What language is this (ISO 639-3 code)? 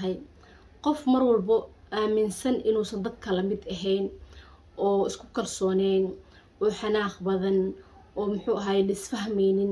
som